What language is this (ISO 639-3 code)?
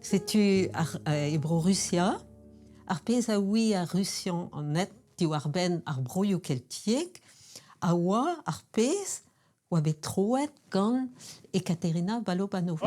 bre